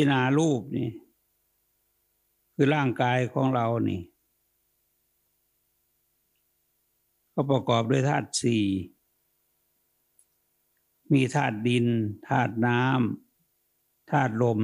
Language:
Thai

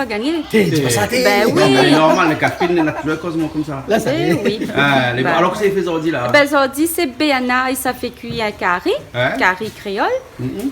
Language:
Réunion Creole French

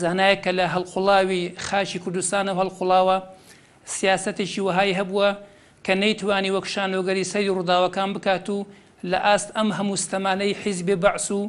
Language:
Central Kurdish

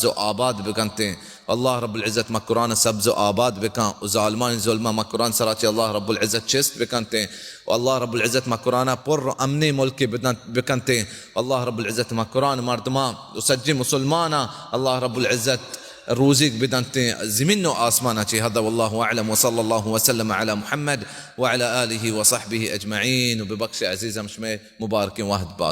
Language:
Baluchi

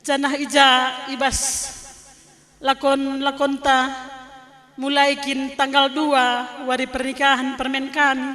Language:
Batak Karo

